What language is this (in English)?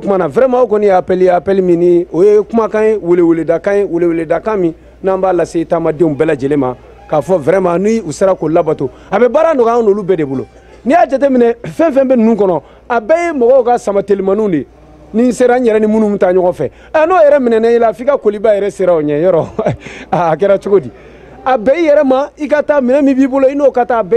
Bambara